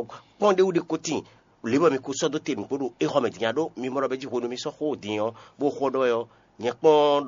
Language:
Fon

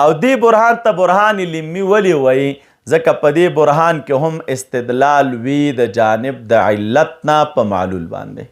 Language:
Pashto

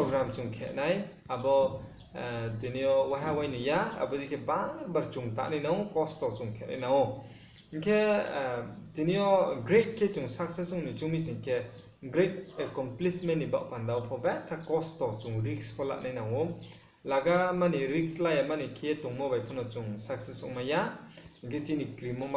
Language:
Riang (India)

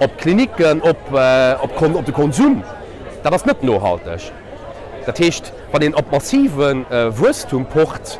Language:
Luxembourgish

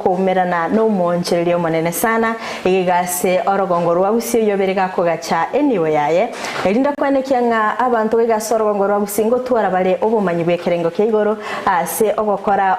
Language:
Gusii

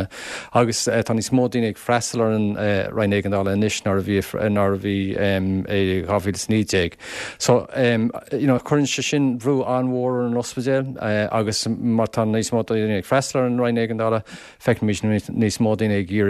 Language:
Irish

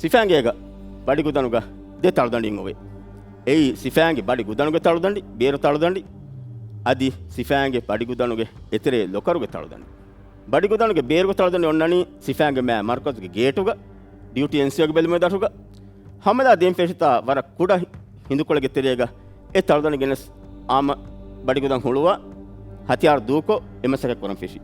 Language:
Divehi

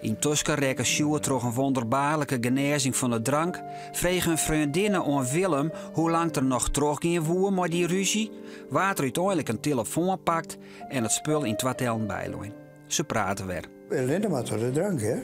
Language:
Western Frisian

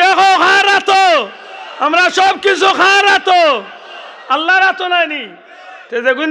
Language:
Sylheti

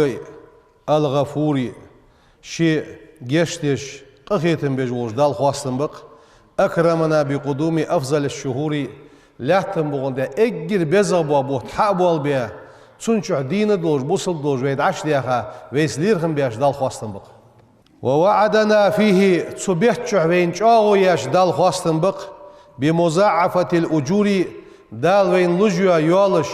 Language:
Ingush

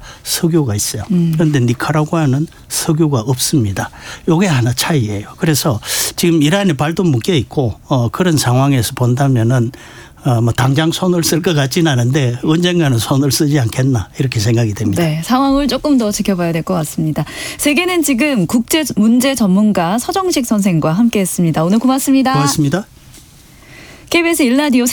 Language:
Korean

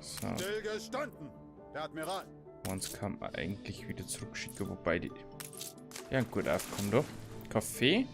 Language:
Bavarian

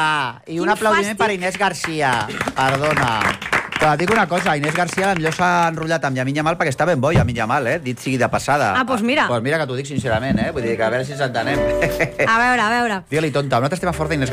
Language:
Catalan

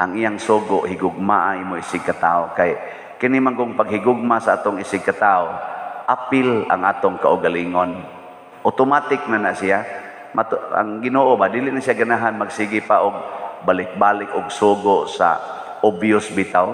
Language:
Cebuano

